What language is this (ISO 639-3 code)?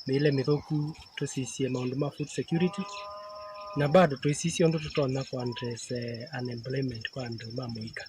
kam